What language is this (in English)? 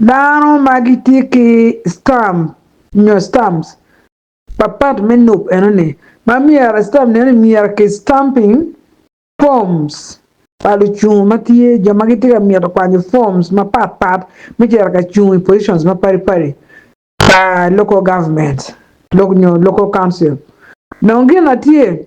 Acoli